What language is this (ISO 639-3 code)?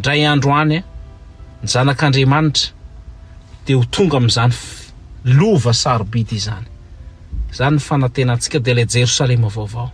mlg